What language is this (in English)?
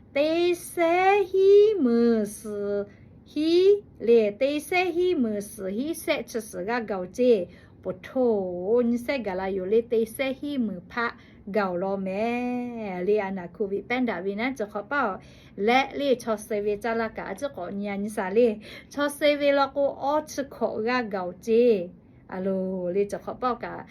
Lahu